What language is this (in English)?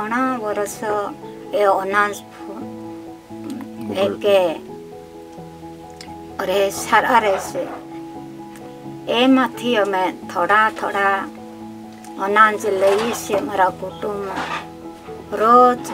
Gujarati